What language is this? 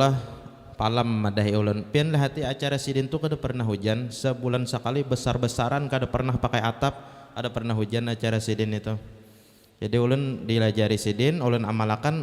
Banjar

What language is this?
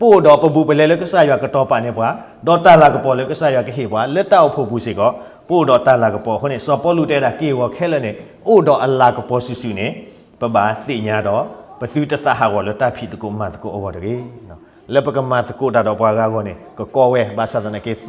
S'gaw Karen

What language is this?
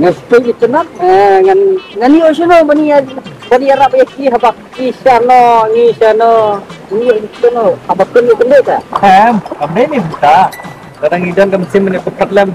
Khasi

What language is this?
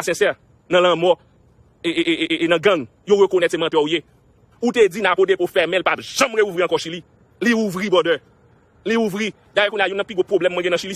Haitian Creole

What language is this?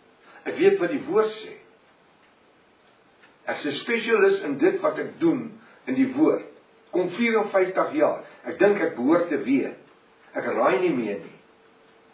Afrikaans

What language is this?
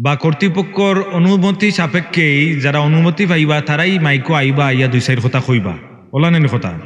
Sylheti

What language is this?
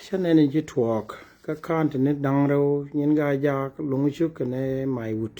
Nuer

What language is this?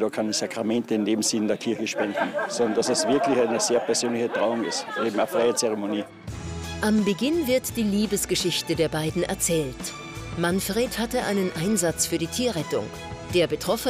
German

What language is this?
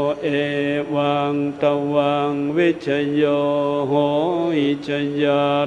Pali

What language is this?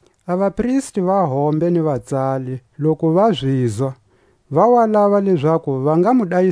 Tswa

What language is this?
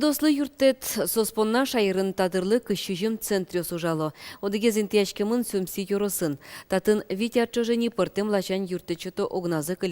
Udmurt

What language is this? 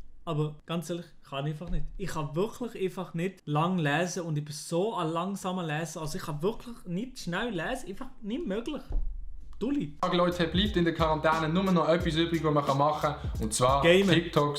Swiss German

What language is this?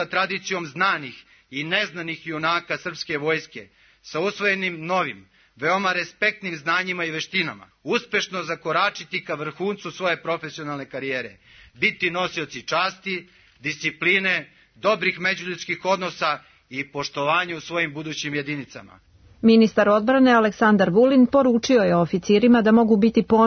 Serbian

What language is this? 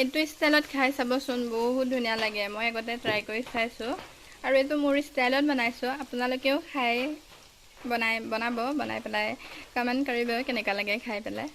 Assamese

